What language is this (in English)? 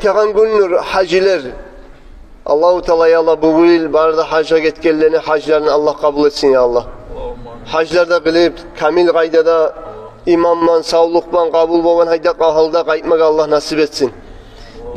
Kumyk